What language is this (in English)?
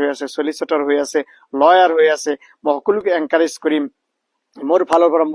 Assamese